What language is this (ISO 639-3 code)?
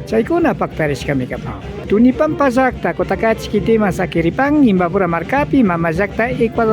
qvi